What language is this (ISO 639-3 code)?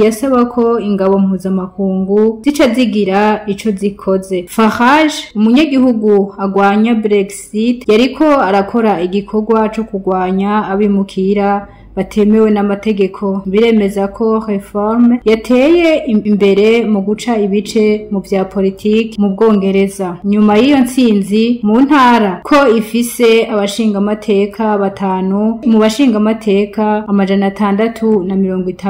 run